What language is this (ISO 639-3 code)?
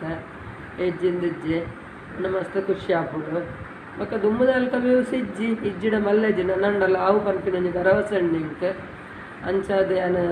tcy